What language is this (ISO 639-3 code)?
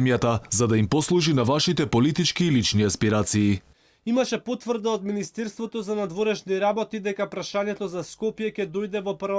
mkd